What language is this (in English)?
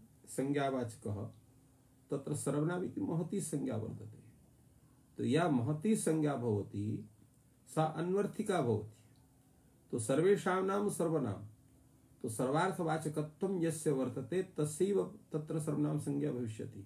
Sanskrit